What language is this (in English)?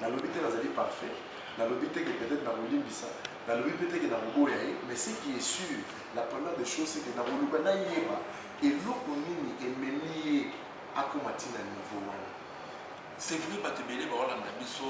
Lingala